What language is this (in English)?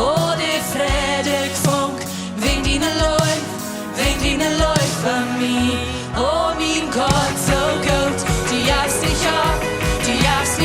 Plautdietsch